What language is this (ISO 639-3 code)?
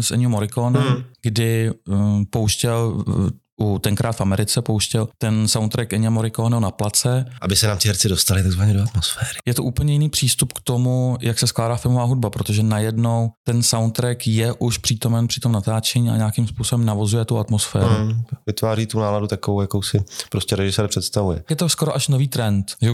ces